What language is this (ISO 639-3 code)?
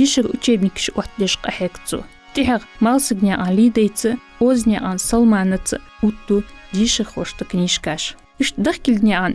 inh